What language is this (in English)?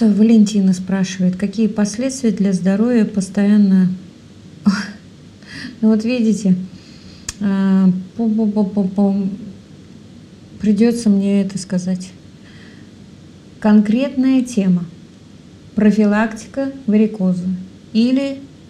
Russian